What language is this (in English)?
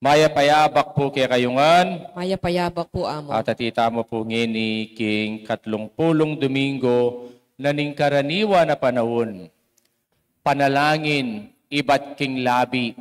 Pampanga